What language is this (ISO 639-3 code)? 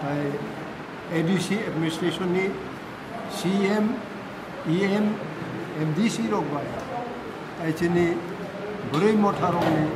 trp